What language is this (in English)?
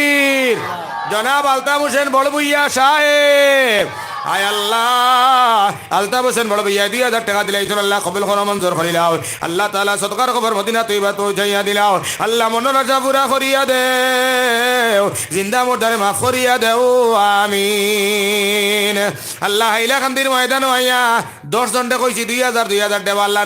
Sylheti